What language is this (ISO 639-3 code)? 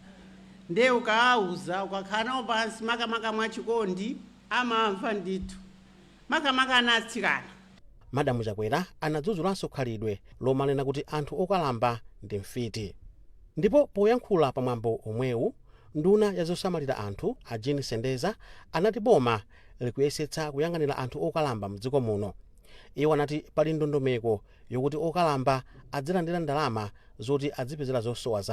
nya